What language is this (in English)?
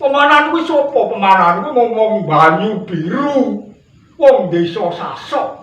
Javanese